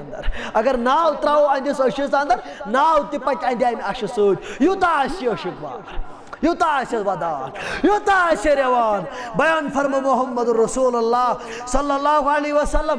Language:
Kashmiri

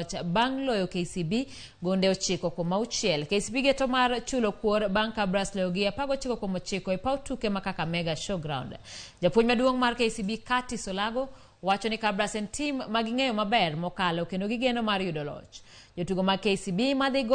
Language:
Luo (Kenya and Tanzania)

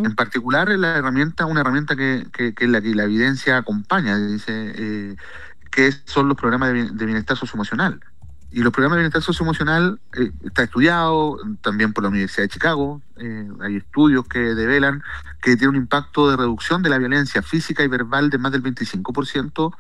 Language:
Spanish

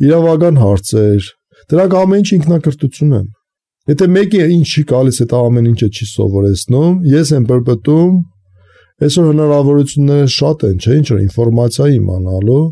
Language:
Armenian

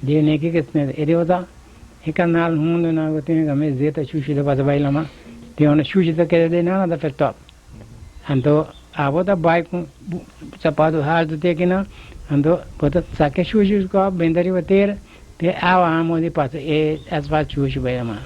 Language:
Papiamento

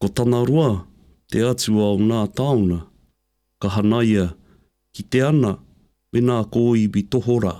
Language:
Māori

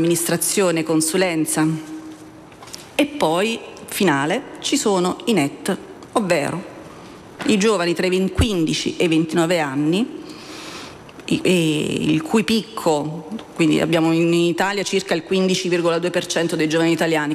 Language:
Italian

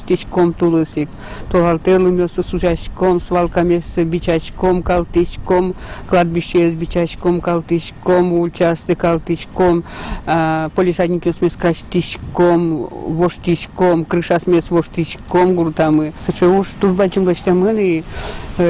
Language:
Udmurt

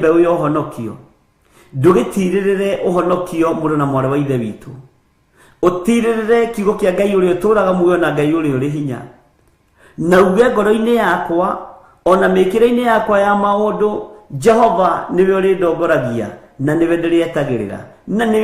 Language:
Kikuyu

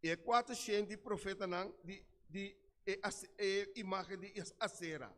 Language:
Papiamento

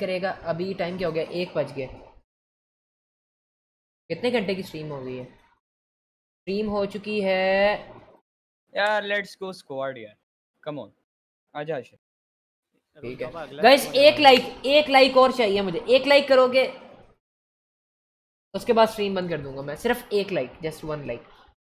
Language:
Hindi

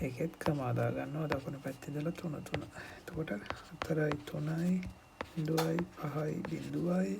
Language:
Sinhala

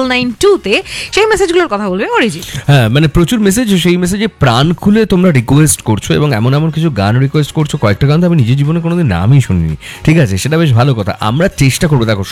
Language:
Bangla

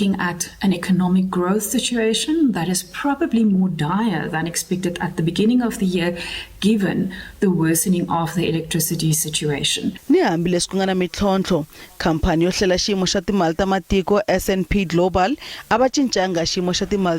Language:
Tsonga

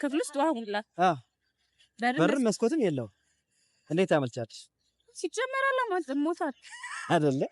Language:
Amharic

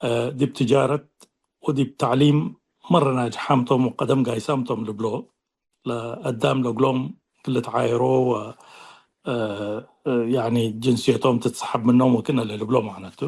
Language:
Tigre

